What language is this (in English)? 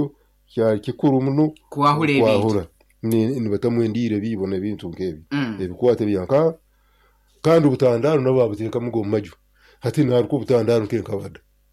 Nyoro